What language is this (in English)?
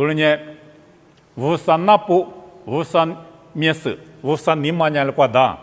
Lisu